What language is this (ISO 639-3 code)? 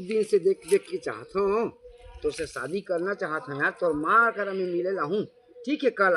hne